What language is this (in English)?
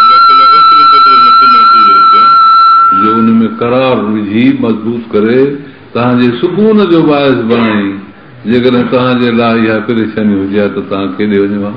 Sindhi